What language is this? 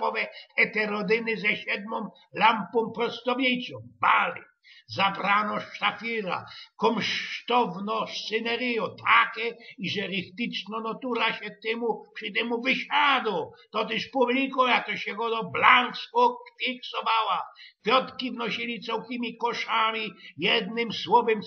Silesian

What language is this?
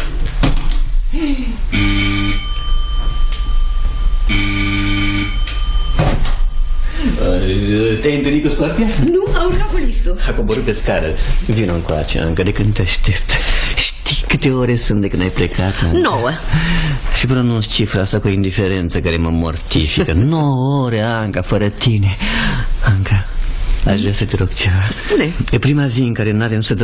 Romanian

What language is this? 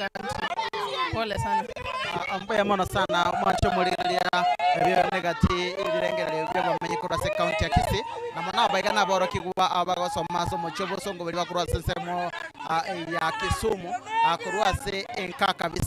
Gusii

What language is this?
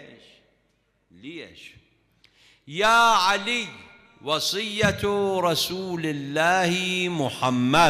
Mesopotamian Arabic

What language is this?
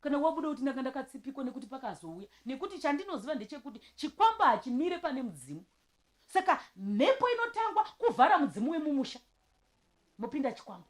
Shona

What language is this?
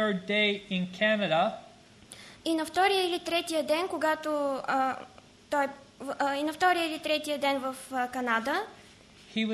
Bulgarian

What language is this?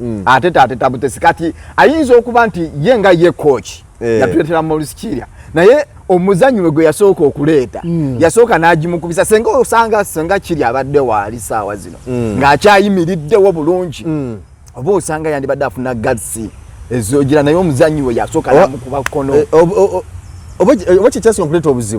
Ganda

